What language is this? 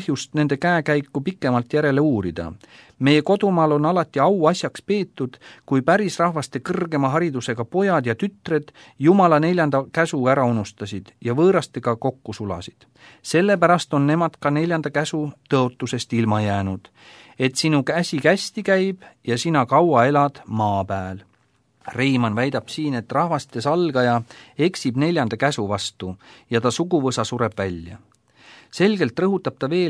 Estonian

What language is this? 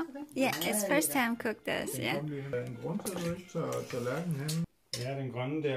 Danish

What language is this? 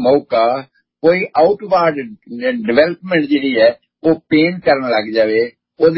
Punjabi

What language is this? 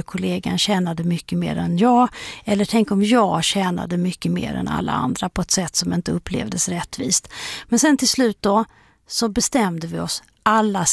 Swedish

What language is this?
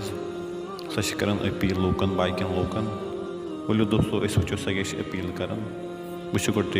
Kashmiri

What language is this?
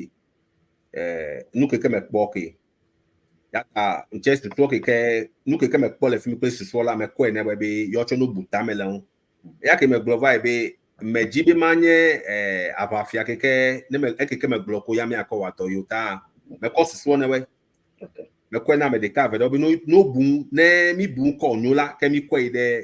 Ewe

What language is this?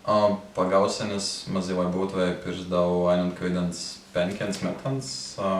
Prussian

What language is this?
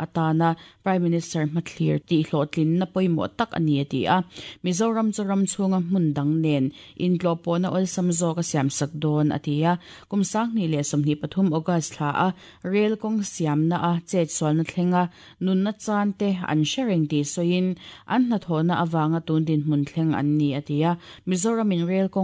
Mizo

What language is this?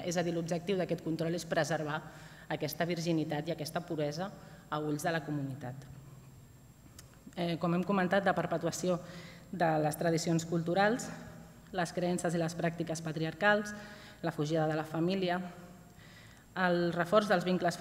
Catalan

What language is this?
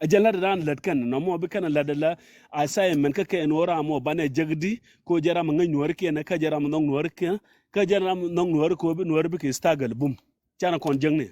Nuer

